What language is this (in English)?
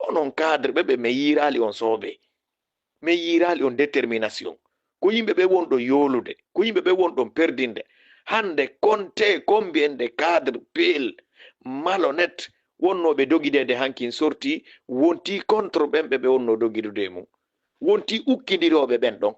Fula